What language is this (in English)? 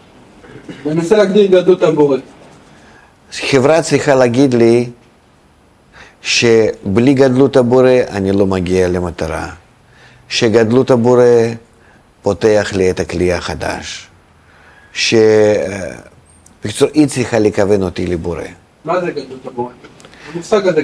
Hebrew